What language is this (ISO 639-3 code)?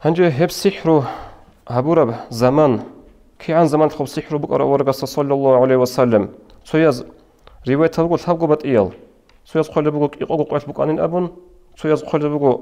ava